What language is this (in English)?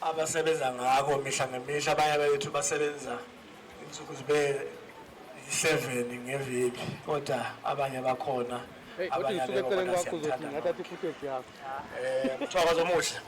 Zulu